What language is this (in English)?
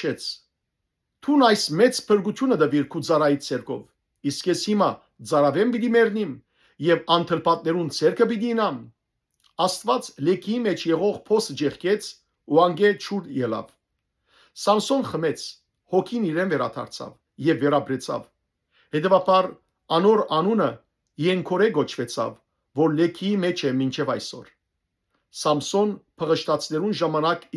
Western Armenian